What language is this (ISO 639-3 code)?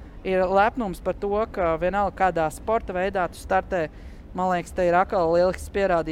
lav